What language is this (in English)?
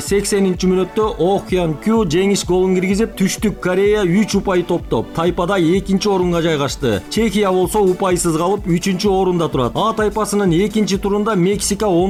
Kyrgyz